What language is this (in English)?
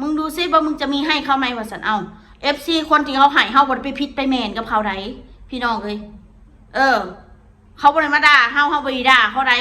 Northeastern Thai